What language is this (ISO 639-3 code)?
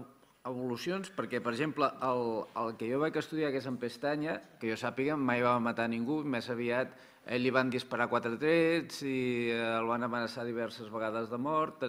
cat